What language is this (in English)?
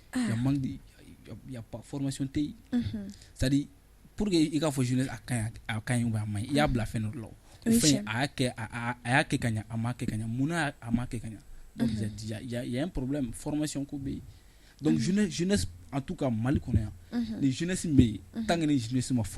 Bambara